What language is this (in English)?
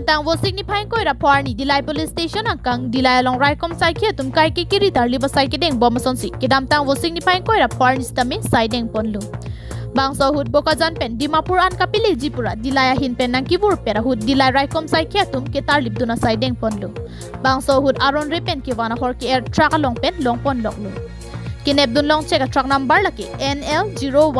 Karbi